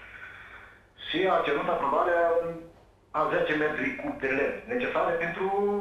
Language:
Romanian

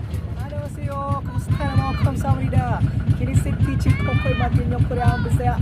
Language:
Cebuano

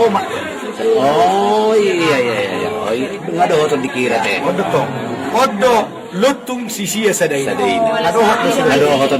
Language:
Batak Toba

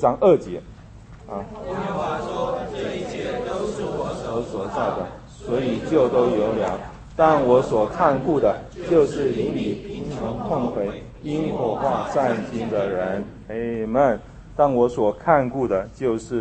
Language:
Chinese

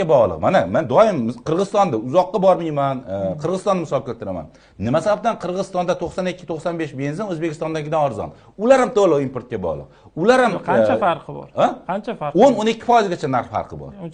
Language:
Uzbek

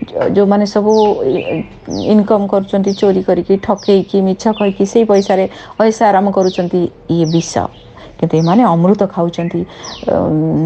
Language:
Odia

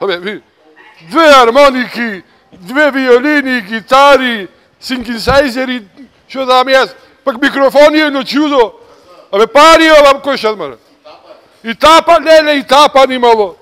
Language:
Macedonian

